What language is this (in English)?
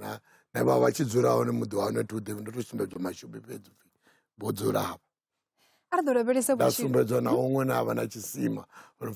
Venda